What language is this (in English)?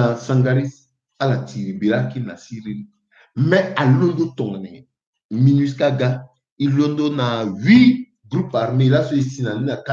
Sango